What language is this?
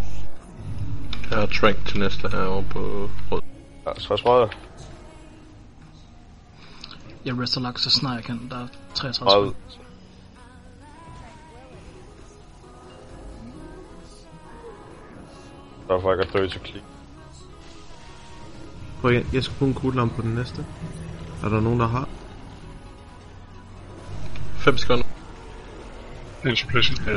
Danish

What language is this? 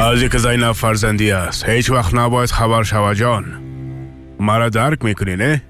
Persian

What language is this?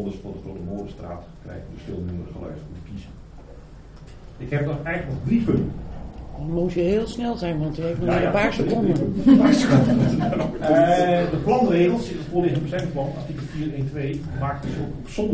Dutch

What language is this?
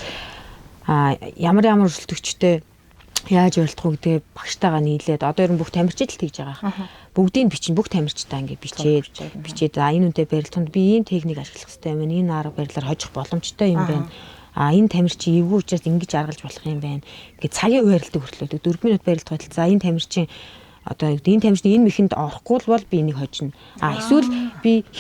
Mongolian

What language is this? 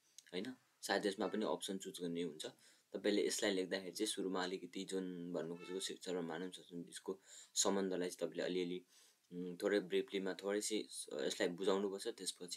Nepali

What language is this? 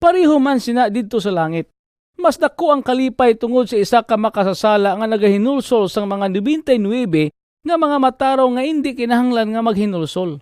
Hiligaynon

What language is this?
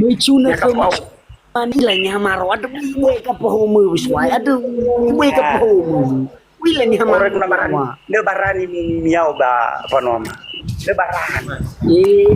Nias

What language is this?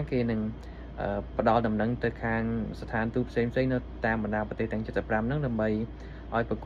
Khmer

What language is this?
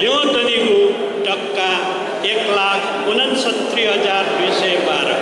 Newari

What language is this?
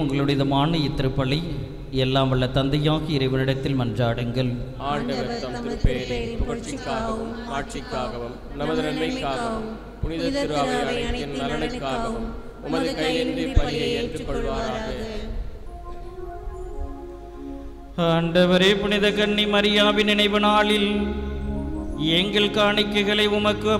Tamil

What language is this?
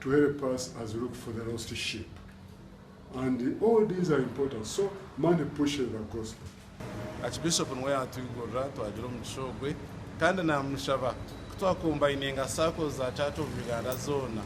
Nyankole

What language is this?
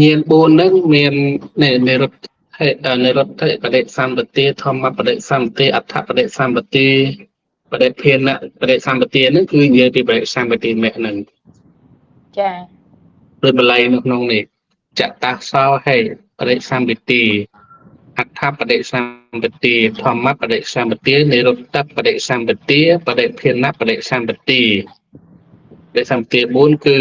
Khmer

